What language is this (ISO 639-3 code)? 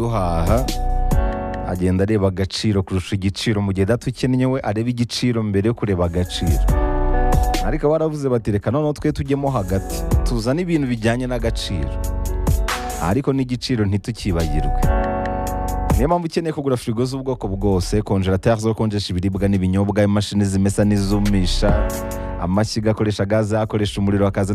kin